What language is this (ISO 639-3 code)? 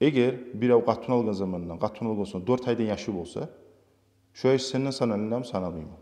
kum